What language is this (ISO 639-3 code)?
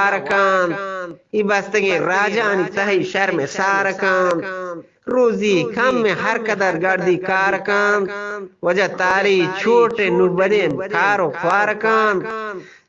bgp